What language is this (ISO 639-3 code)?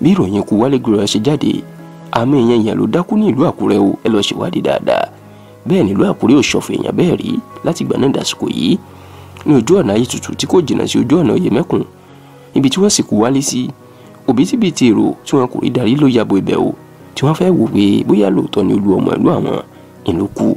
yor